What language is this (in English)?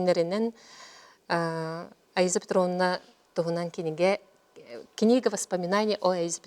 Yakut